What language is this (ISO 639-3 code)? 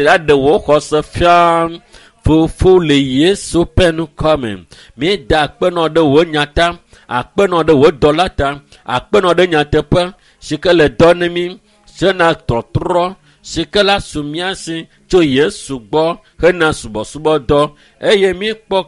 ewe